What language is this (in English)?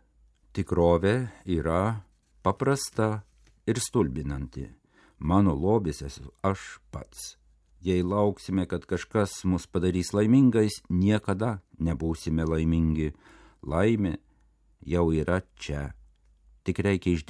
Lithuanian